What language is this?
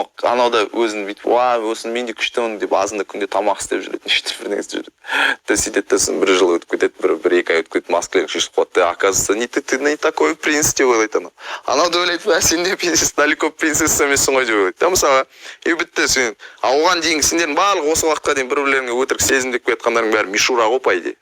Kazakh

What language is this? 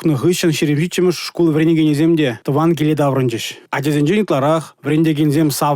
Chuvash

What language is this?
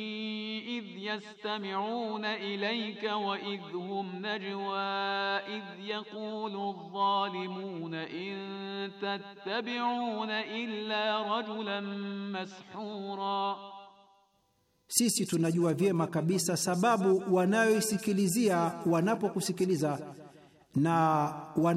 Swahili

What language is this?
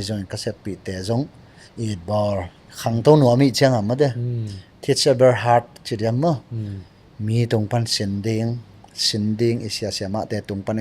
Tedim Chin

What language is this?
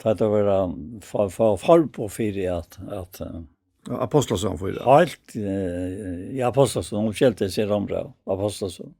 Faroese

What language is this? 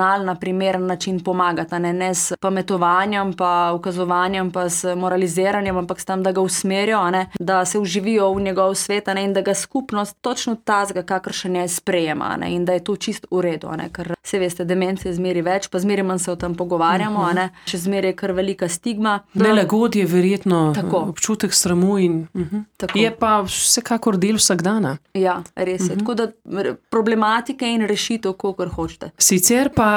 Slovenian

